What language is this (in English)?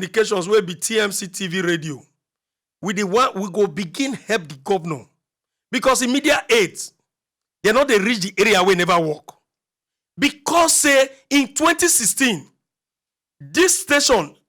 Nigerian Pidgin